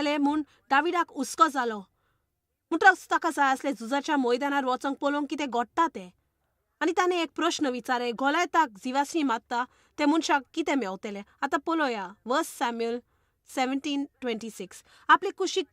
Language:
Konkani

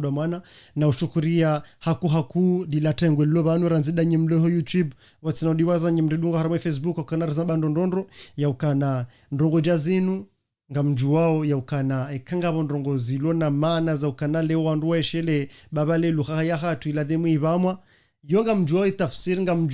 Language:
Ngazidja Comorian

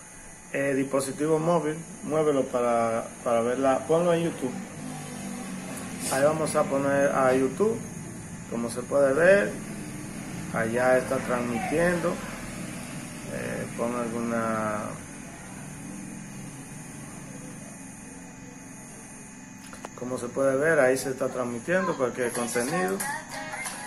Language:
Spanish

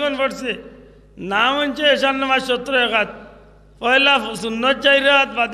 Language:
Sylheti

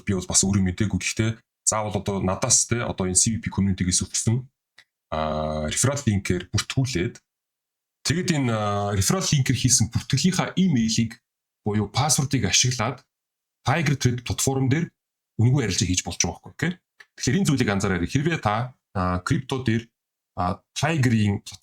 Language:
Mongolian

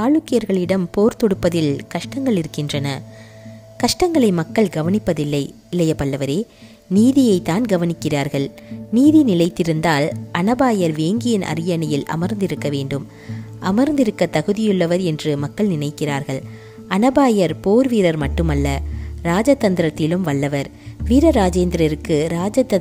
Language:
Tamil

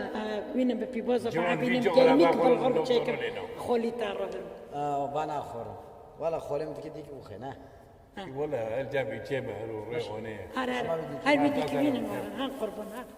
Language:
Kurdish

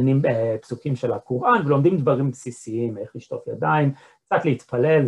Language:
Hebrew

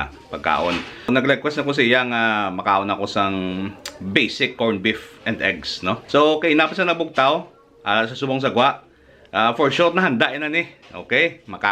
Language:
Hiligaynon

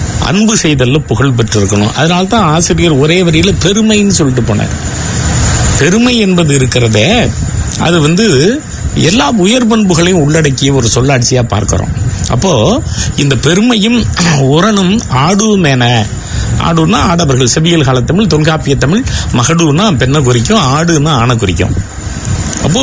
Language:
Tamil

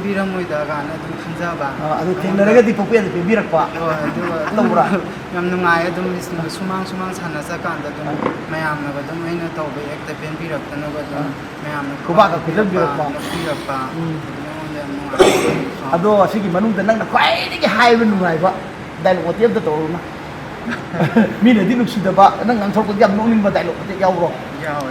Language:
Manipuri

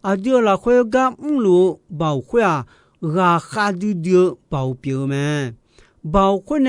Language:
Akha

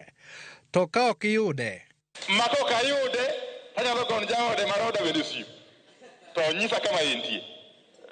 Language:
Luo (Kenya and Tanzania)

